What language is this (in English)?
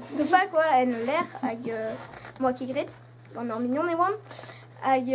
Breton